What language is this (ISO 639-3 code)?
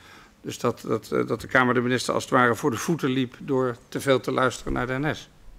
nld